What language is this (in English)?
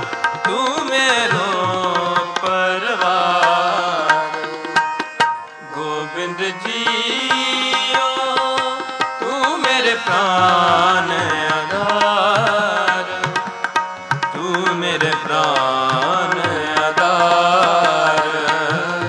Punjabi